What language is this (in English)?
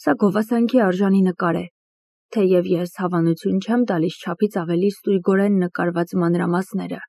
Armenian